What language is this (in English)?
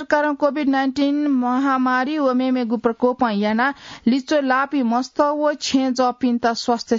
Newari